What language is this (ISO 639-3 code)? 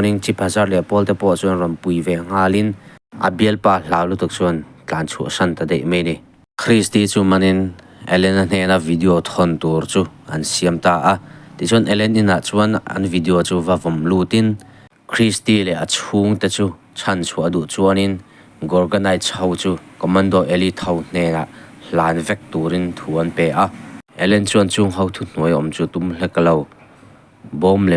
lus